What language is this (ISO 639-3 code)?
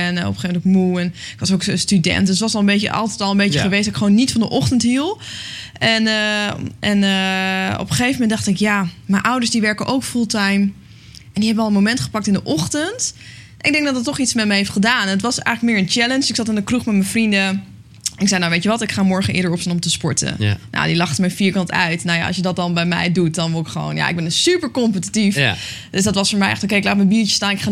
nld